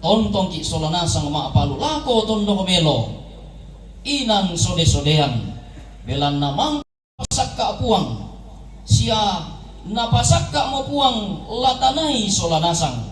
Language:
Toraja-Sa'dan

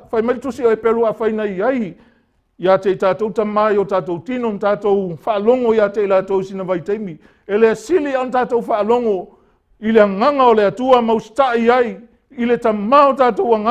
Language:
Samoan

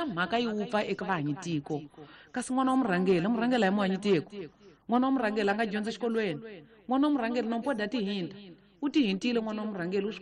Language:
Tsonga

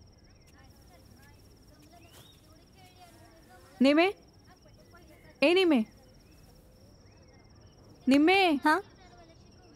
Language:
Marathi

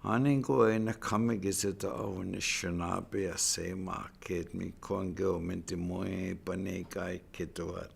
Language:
Chippewa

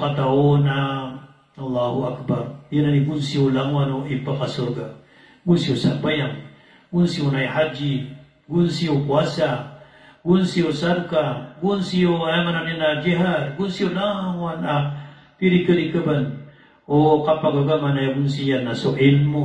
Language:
Maranao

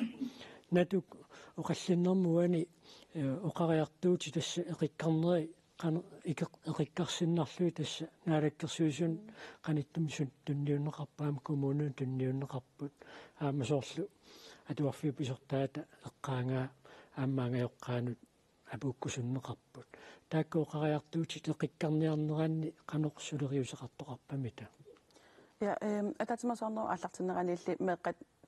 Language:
Kalaallisut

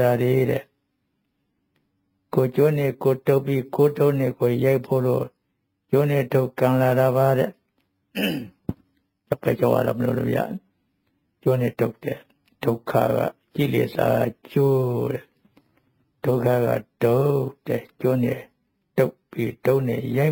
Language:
Burmese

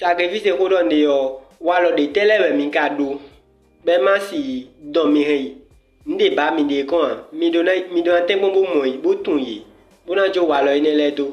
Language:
Fon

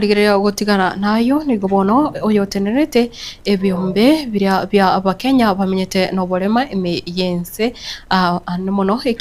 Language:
Gusii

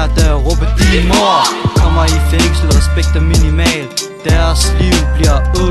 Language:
Danish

